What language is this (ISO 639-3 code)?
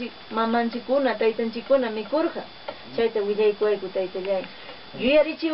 que